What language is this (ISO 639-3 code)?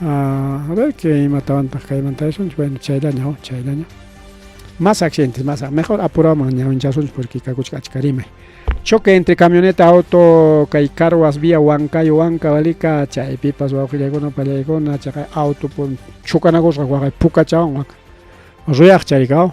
quy